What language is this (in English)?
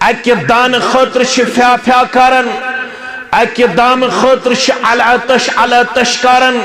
Kashmiri